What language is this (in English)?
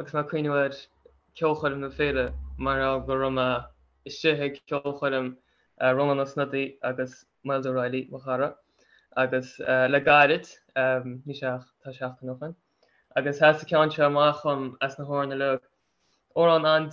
Irish